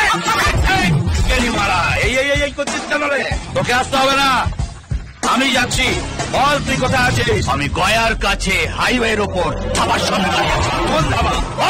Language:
Bangla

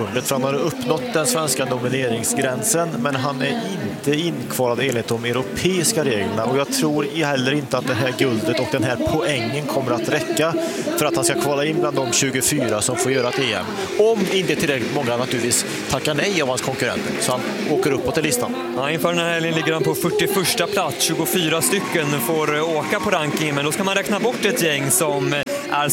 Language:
Swedish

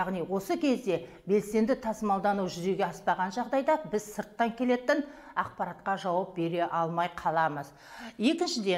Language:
Kazakh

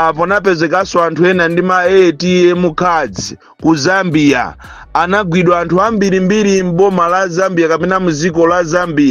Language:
Nyanja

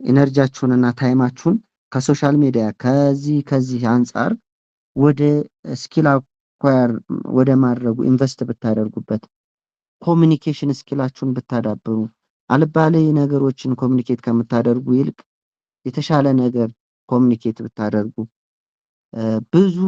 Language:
Amharic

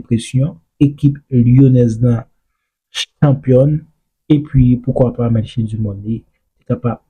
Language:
Haitian Creole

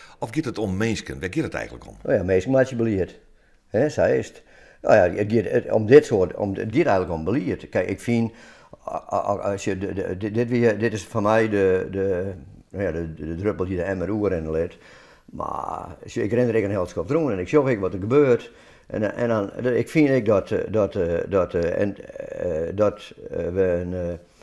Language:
Western Frisian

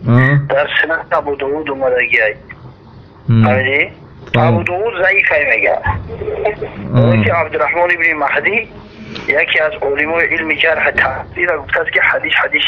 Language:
Tajik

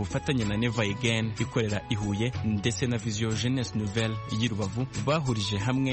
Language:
Kinyarwanda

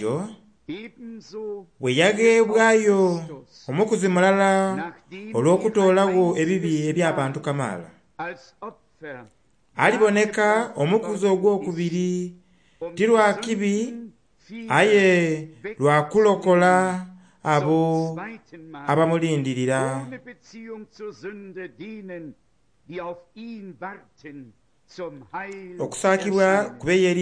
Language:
Soga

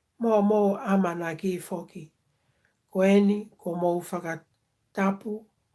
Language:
Tongan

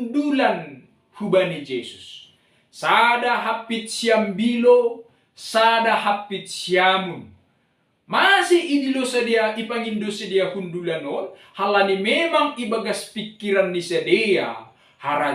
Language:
Batak Simalungun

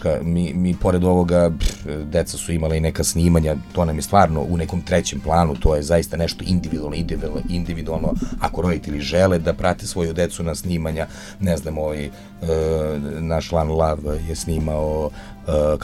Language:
Serbian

